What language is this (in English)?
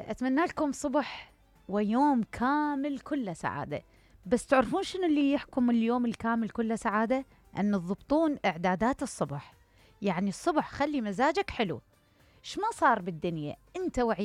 Mesopotamian Arabic